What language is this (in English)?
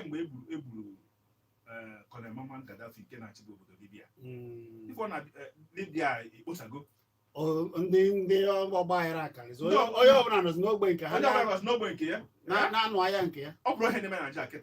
Igbo